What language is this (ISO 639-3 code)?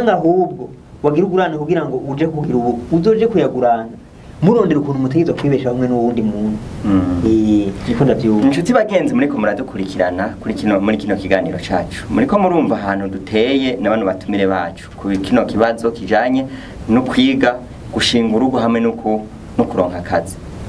run